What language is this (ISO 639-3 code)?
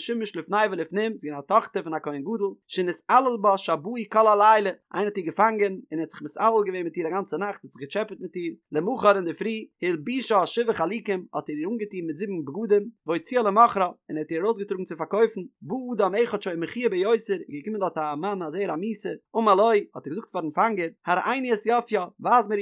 yid